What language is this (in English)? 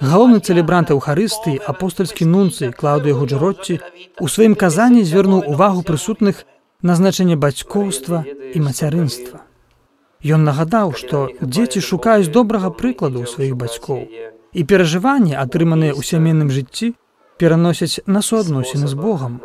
Belarusian